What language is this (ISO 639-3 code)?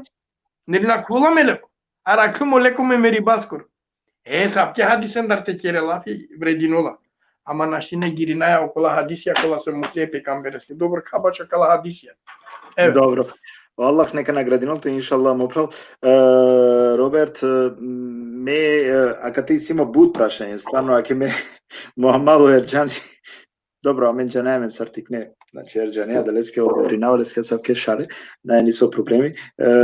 rmn